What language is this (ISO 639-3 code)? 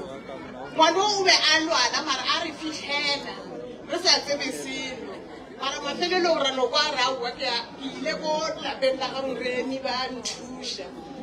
nso